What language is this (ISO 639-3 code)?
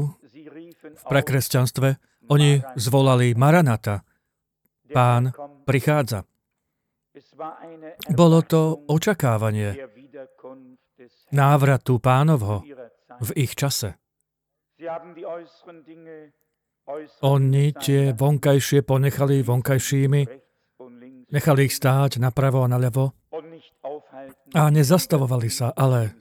slk